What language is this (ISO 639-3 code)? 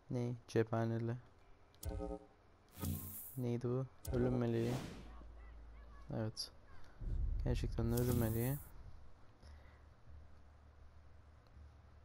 tur